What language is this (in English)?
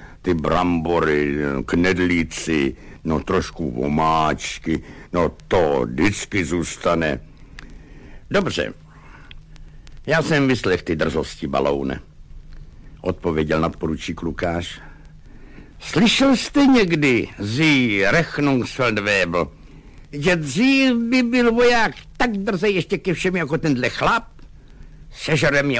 Czech